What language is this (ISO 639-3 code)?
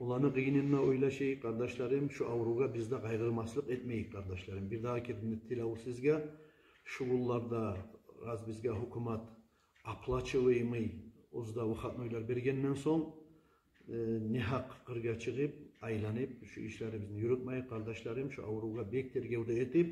kum